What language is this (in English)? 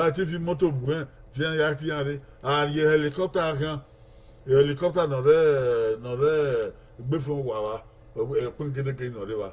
Bini